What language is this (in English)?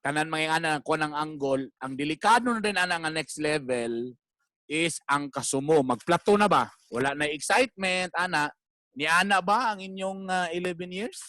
Cebuano